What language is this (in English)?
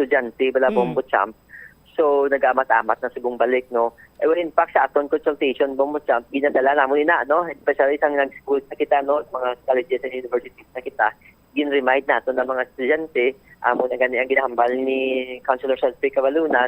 Hiligaynon